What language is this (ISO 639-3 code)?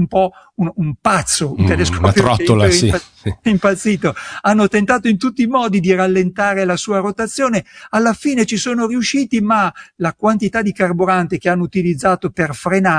ita